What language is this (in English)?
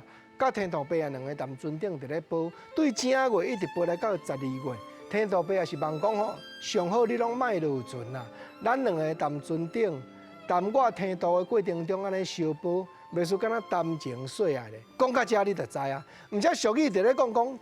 Min Nan Chinese